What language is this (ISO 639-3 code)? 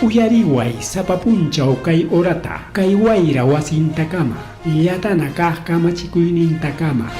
quy